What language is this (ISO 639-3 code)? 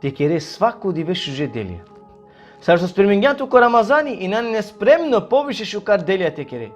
rmn